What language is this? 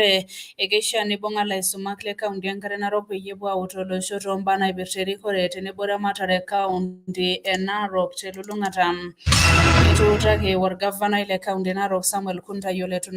Masai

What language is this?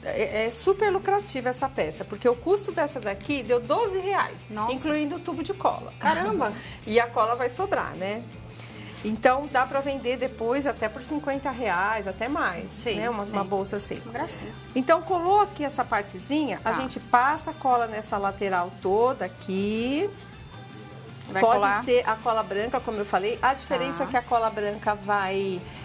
Portuguese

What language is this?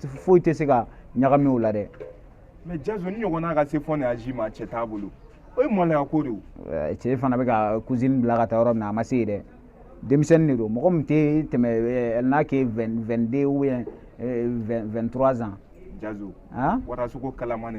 Bambara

